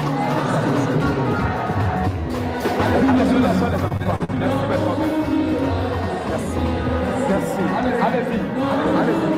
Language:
French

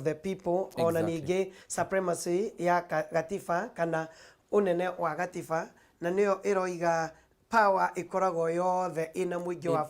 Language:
Kikuyu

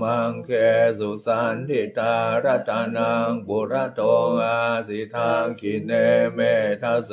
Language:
Pali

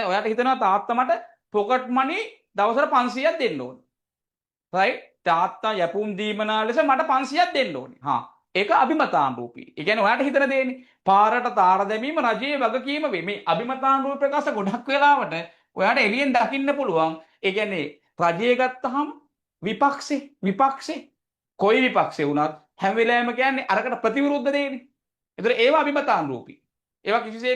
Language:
Sinhala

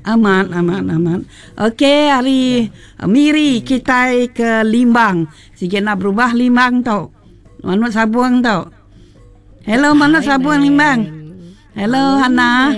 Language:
Iban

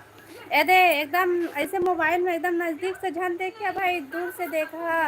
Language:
Chhattisgarhi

